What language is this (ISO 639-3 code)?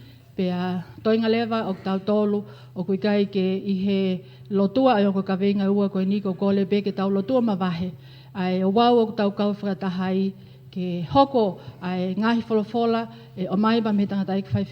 ton